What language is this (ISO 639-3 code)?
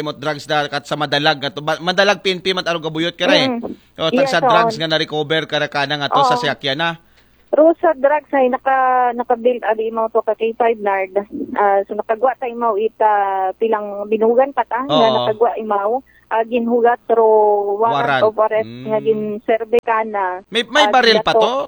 akl